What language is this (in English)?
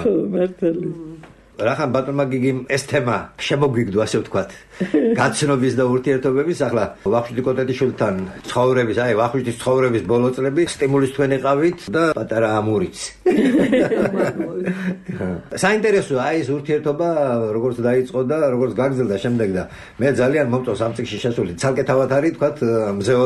Georgian